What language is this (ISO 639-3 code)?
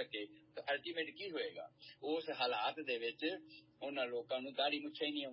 pan